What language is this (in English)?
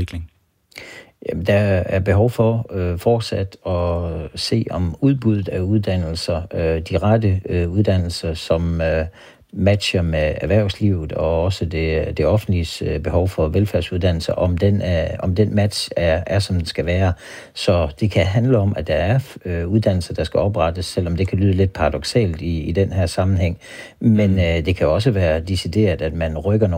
Danish